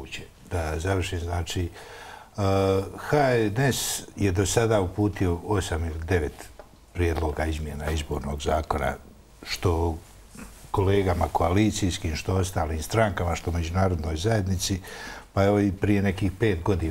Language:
Bosnian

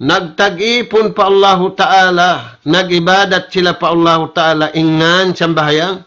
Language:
Tausug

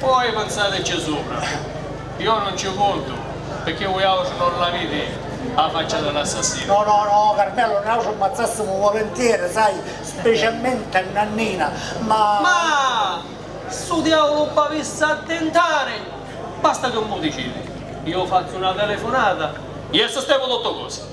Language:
Sicilian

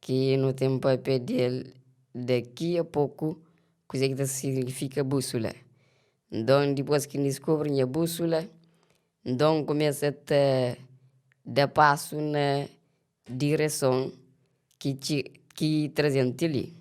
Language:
Kabuverdianu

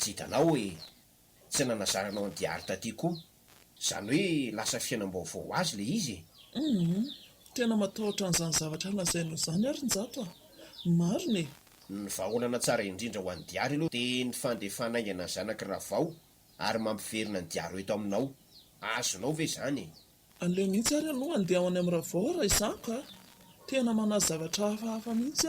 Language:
Malagasy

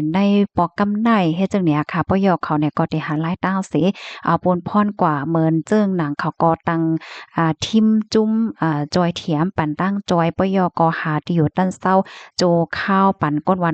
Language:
Shan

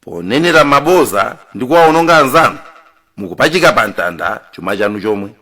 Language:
Nyanja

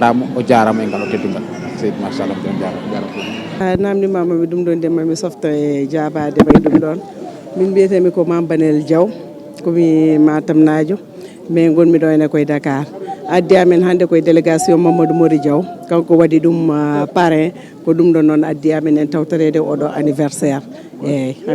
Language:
Fula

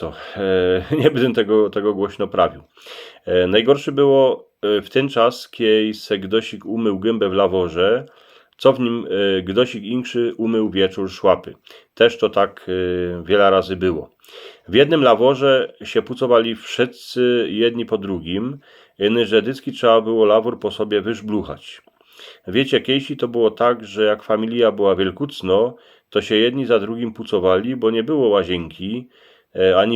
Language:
Silesian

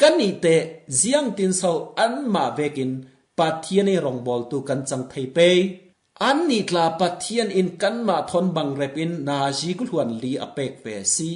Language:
Falam Chin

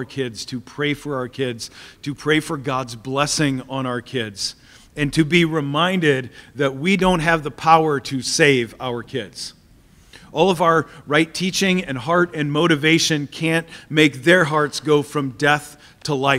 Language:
English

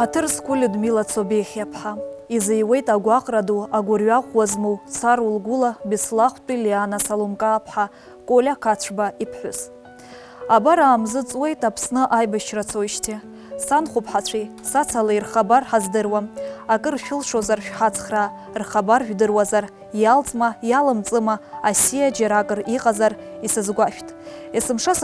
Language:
Abkhazian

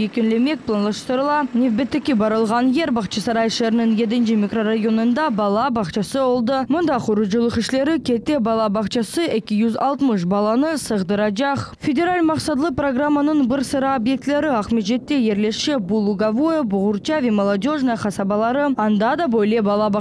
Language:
Crimean Tatar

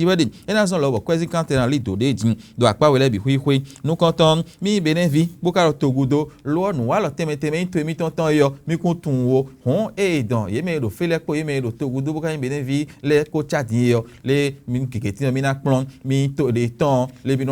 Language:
Fon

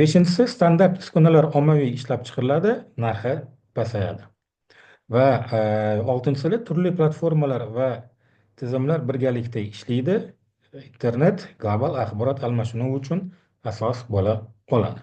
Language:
Uzbek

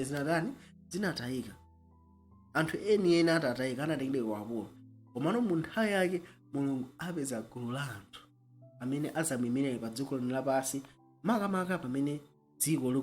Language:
Nyanja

